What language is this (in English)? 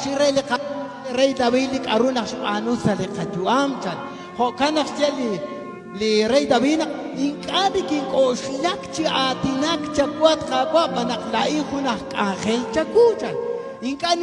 Kekchí